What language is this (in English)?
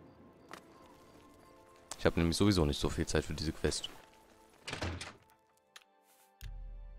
German